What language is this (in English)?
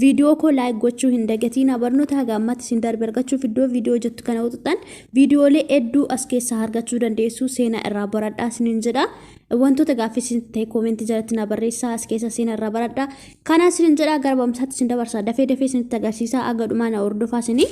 Oromo